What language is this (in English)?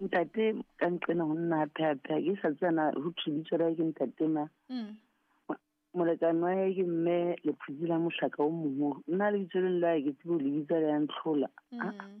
Southern Sotho